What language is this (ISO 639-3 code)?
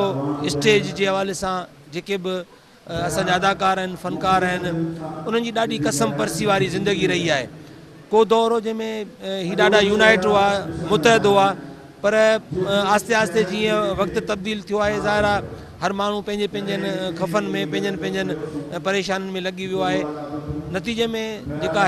snd